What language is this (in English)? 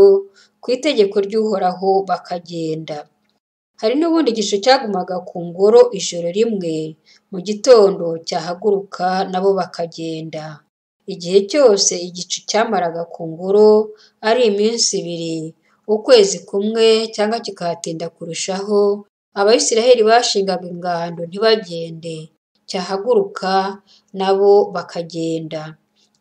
Kinyarwanda